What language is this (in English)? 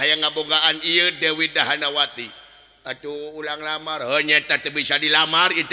Sundanese